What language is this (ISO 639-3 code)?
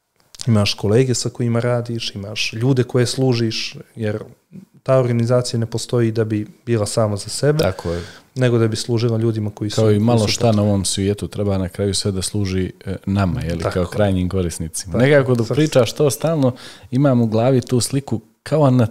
srp